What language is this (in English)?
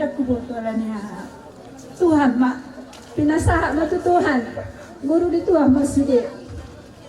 Batak Toba